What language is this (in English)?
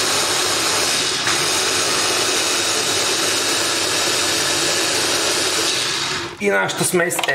Bulgarian